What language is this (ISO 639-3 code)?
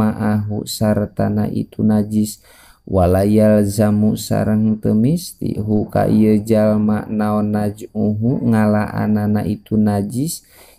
sun